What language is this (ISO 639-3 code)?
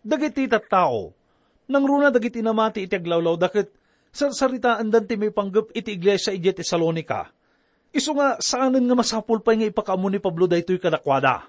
ilo